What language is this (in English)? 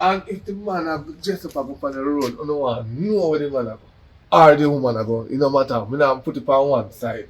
Jamaican Creole English